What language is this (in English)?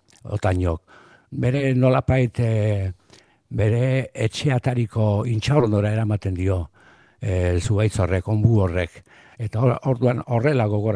Basque